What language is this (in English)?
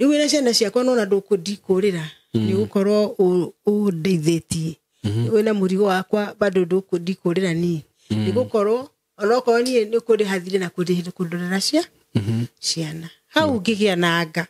Kikuyu